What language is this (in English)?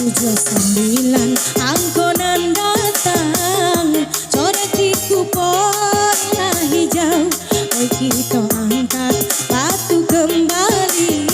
Minangkabau